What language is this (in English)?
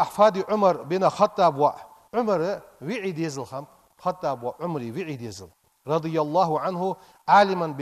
Ingush